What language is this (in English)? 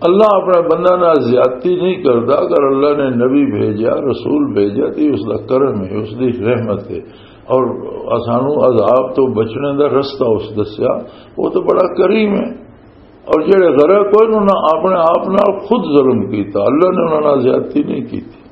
Western Panjabi